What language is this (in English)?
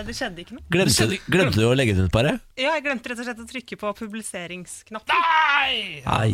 Norwegian